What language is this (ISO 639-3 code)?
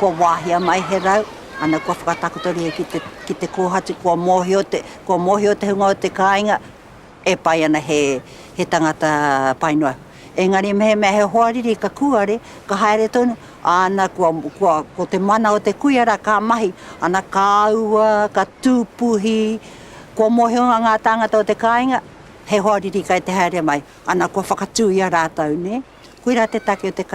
mri